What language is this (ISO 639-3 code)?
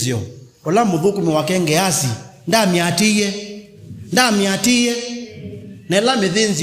kam